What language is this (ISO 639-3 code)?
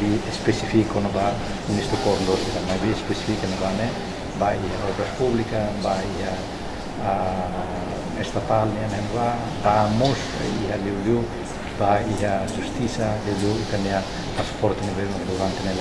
tet